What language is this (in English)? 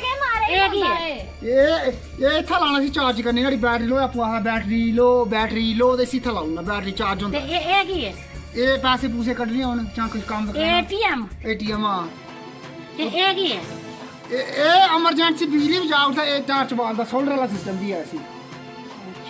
Dogri